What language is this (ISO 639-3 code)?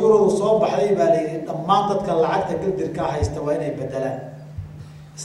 som